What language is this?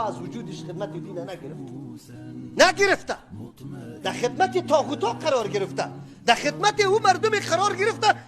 Persian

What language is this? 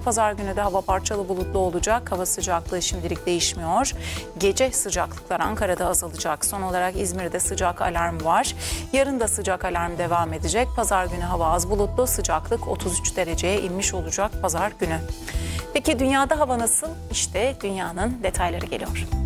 Turkish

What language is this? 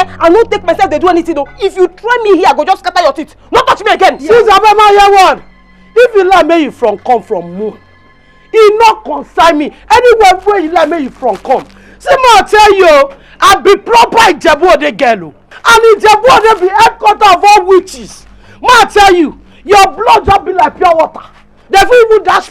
Nigerian Pidgin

